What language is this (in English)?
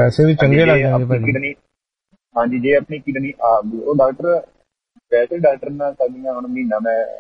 Punjabi